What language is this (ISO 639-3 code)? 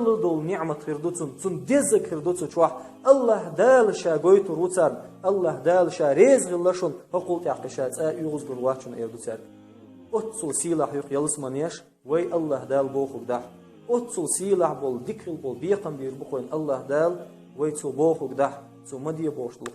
che